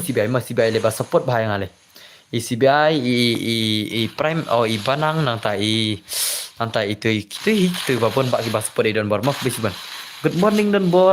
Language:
Khasi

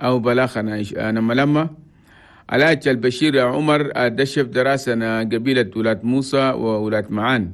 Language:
Chadian Arabic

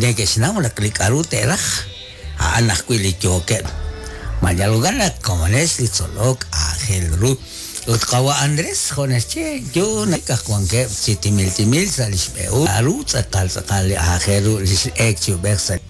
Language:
Kekchí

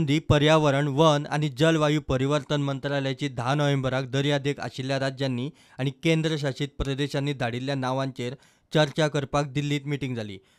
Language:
Konkani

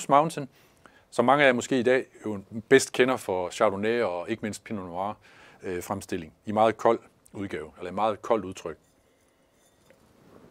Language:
Danish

